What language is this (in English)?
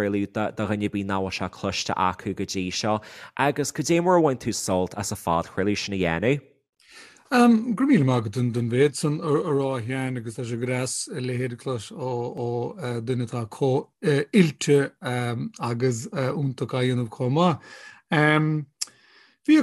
Irish